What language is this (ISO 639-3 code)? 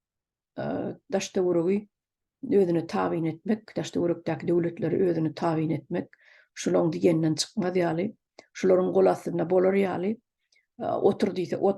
tuk